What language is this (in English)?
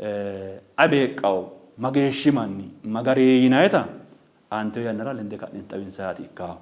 Sidamo